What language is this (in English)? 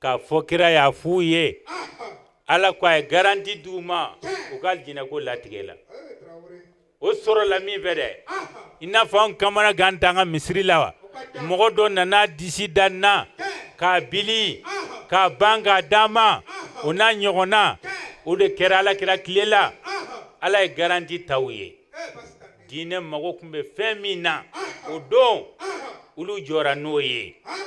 Bambara